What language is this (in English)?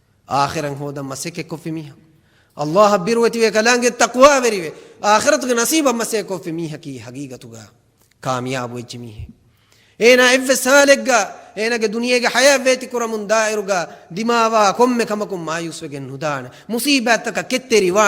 Divehi